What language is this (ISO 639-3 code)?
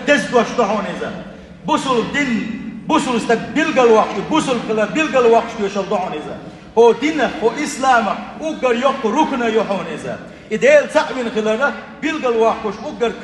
che